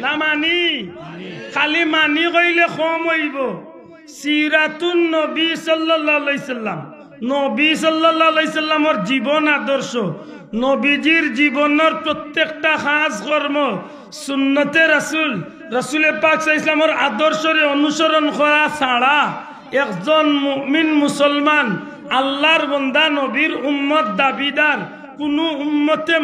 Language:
Sylheti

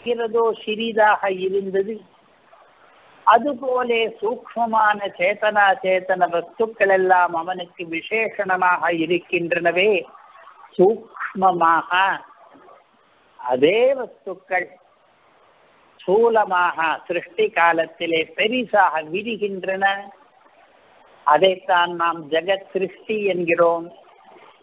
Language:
Tamil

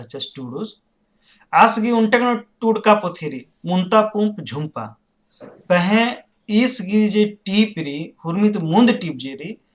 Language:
Kurukh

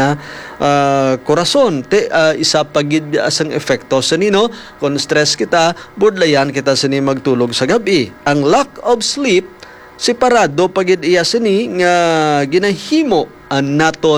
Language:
Hiligaynon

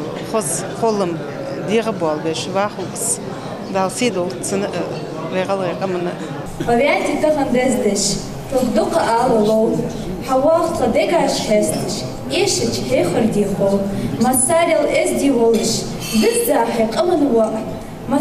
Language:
Ingush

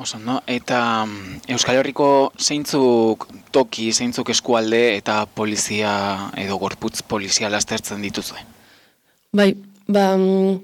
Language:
Basque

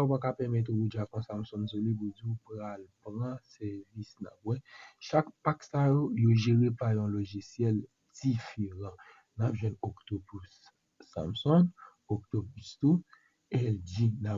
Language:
Haitian Creole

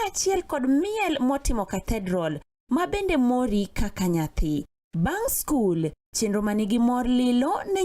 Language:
Luo (Kenya and Tanzania)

